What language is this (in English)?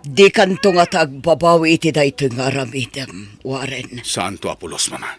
Iloko